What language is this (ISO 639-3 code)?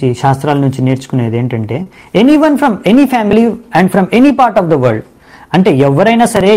tel